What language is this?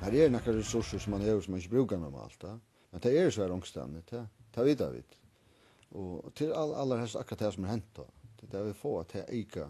Faroese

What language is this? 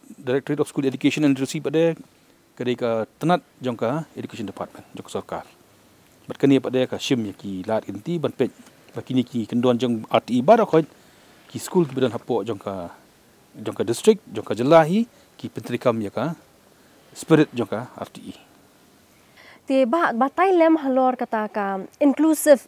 Khasi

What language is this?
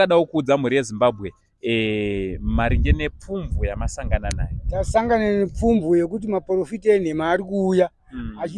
Shona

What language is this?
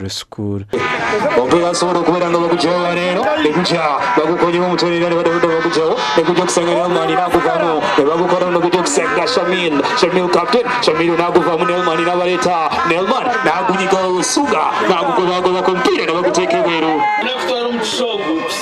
Nyankole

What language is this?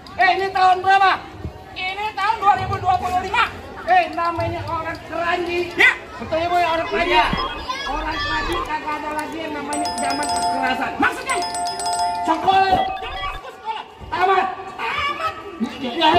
Betawi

